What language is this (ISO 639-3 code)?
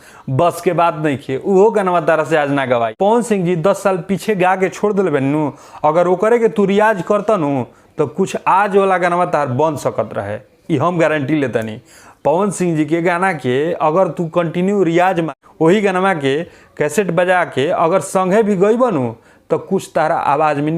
bho